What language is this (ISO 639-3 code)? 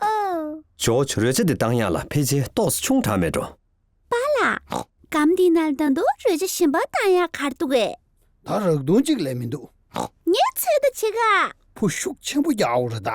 bod